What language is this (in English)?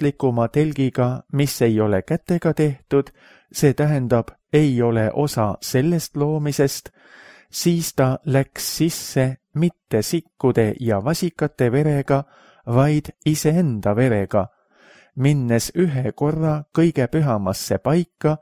Estonian